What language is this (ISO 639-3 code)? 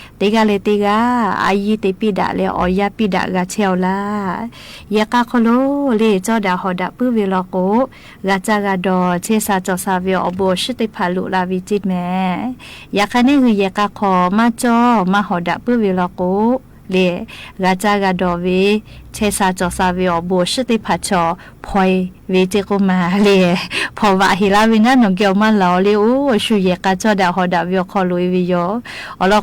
lhu